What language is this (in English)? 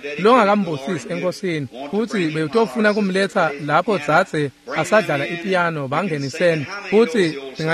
Swati